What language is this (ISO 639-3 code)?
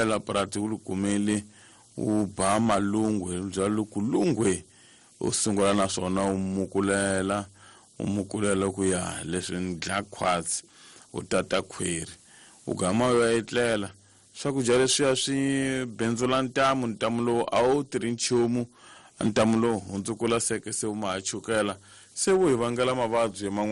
tso